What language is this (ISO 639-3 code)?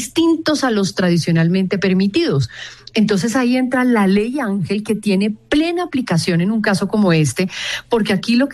spa